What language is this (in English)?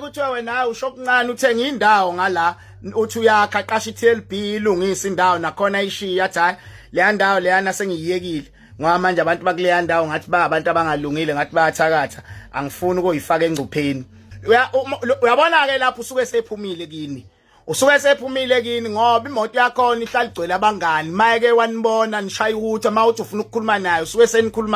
Zulu